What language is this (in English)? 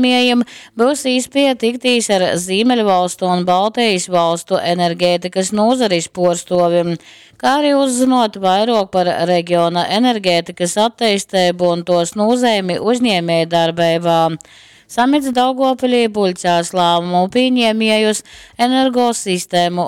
Latgalian